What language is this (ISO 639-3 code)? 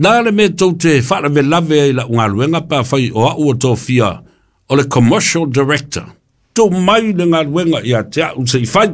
smo